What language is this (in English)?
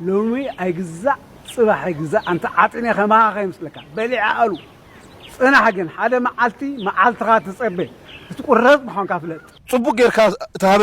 Tigrinya